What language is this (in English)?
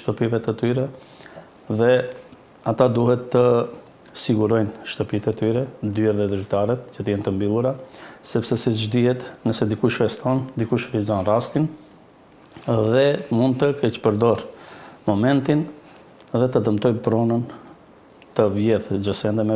Albanian